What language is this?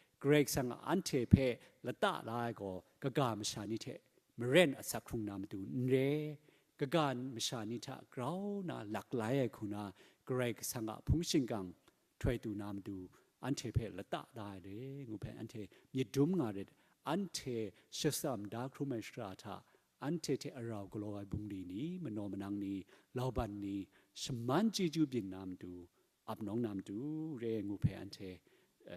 Kachin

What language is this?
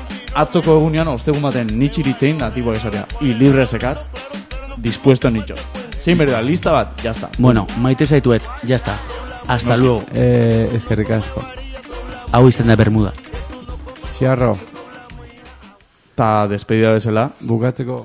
Basque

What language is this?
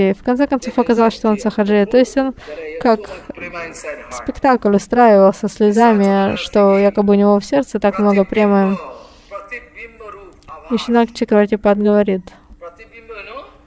Russian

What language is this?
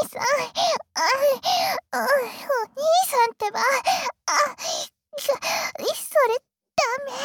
Japanese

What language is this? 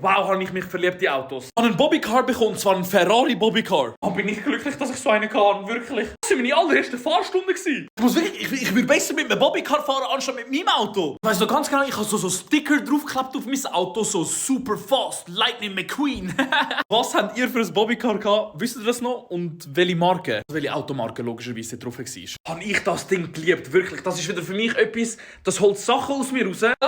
Swiss German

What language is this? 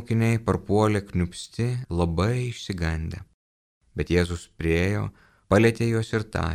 Lithuanian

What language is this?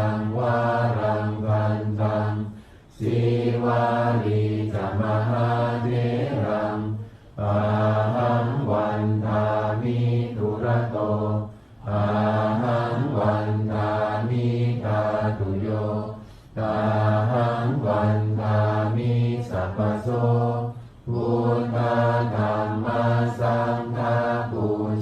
Pali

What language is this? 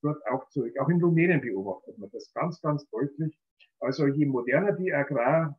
German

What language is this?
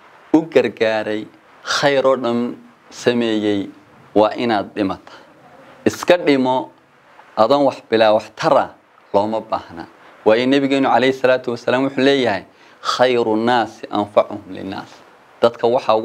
Somali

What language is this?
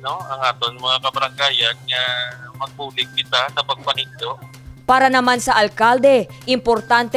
Hiligaynon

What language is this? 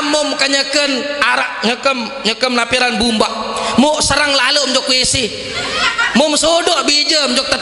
Sasak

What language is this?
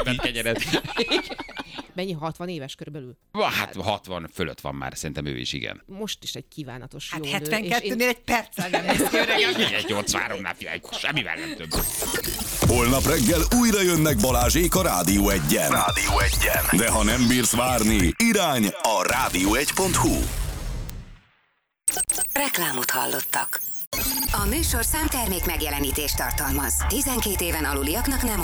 Hungarian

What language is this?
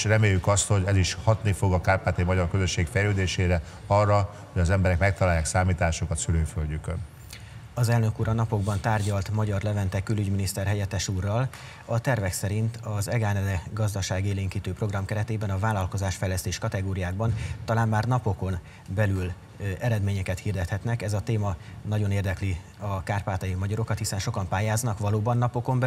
Hungarian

